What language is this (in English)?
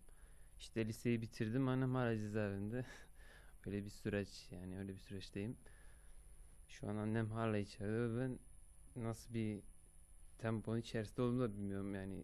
Turkish